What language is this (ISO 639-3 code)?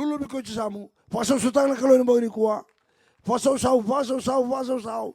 fij